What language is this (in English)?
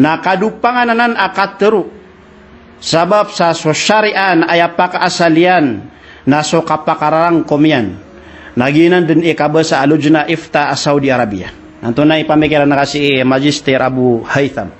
Maranao